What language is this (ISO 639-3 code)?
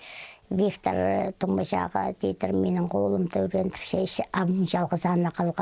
kjh